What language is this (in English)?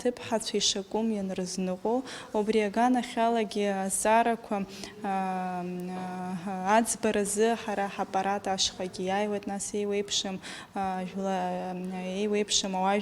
Abkhazian